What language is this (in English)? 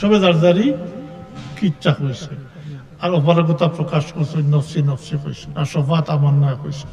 Sylheti